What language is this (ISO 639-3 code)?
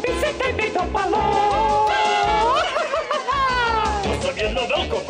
hrv